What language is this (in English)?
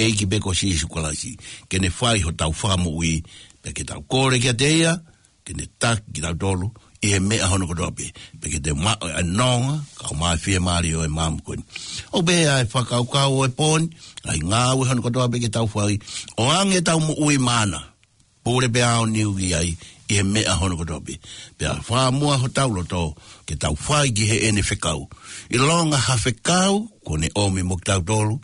Tongan